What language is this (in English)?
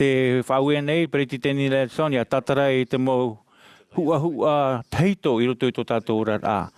Tahitian